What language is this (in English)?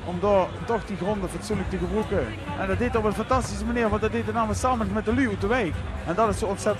Limburgish